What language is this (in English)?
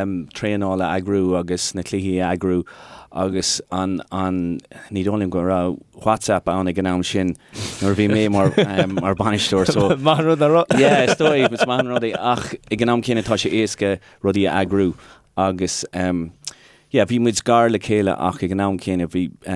Irish